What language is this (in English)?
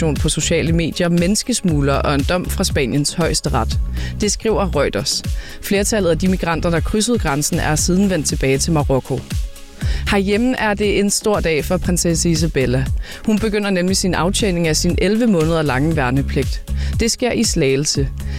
Danish